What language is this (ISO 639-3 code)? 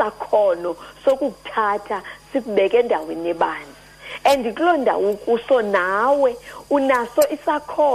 xho